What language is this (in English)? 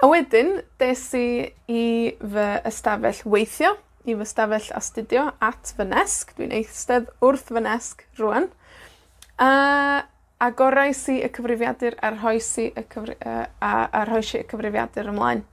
Welsh